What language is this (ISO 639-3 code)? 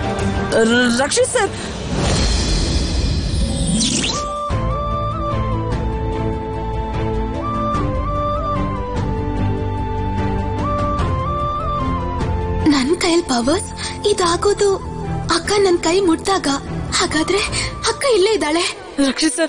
kan